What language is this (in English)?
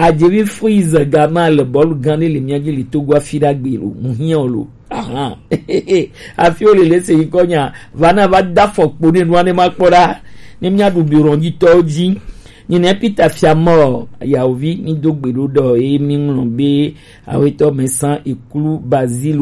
Gen